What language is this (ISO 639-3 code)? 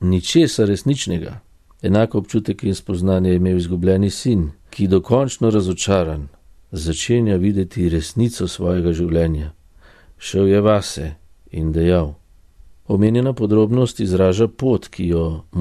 slv